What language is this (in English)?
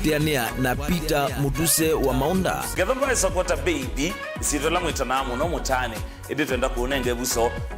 Kamba